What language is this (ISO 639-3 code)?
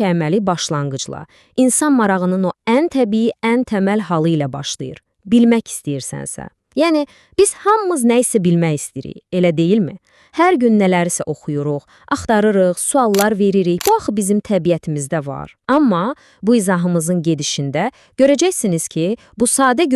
aze